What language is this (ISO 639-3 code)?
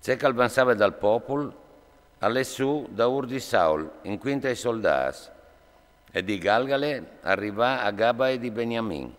fur